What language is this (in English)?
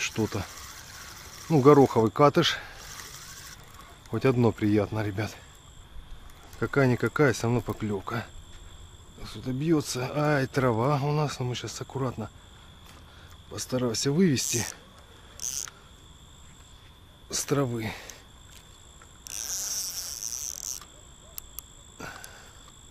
Russian